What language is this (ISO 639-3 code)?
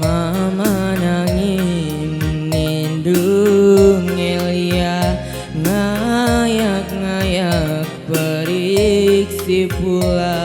btx